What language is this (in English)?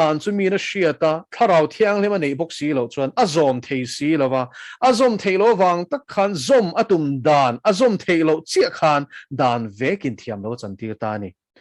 Mizo